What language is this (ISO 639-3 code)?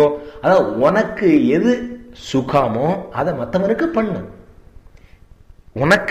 tam